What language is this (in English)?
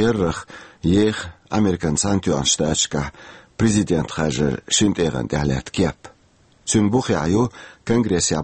Chechen